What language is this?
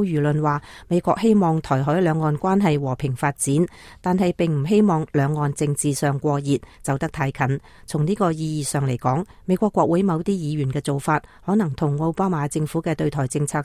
Cantonese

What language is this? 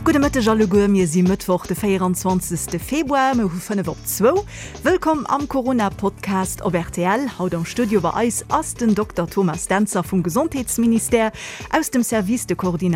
Luxembourgish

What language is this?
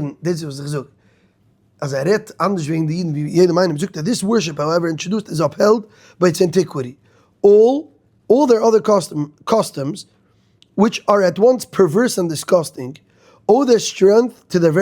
Yiddish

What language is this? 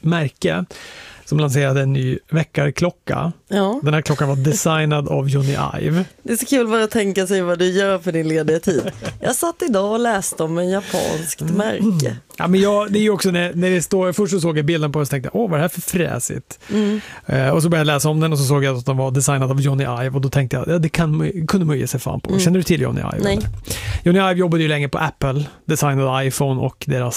Swedish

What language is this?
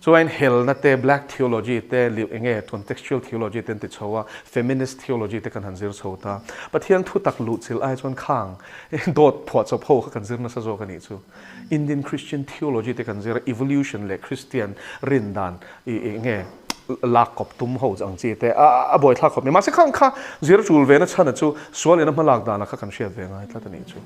Mizo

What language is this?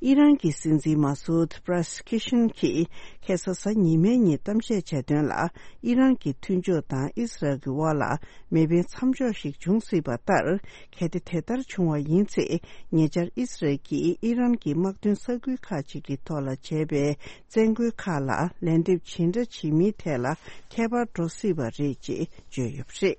Tibetan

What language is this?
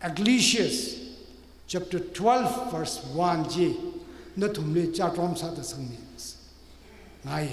Tangkhul Naga (India)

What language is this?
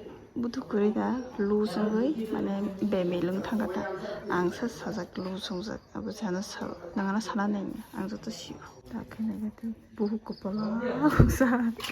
Kok Borok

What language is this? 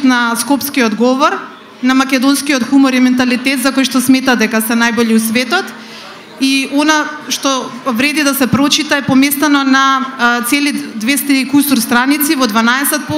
Macedonian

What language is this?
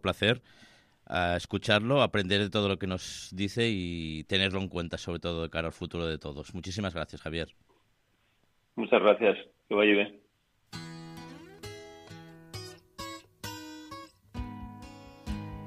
Spanish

